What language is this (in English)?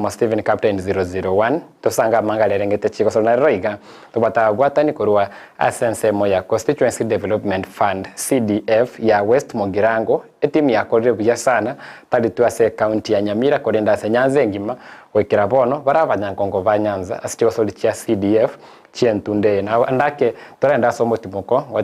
Gusii